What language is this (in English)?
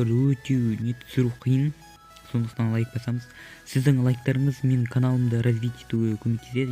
Kazakh